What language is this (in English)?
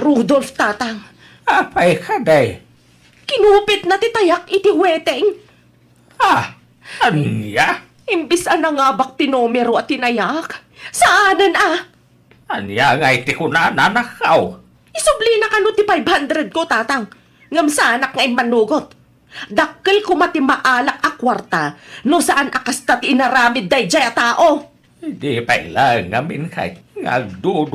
Iloko